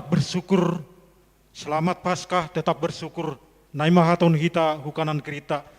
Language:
Batak Simalungun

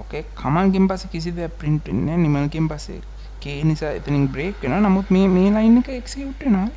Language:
Sinhala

